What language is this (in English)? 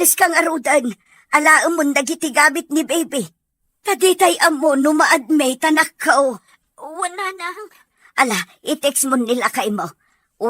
Iloko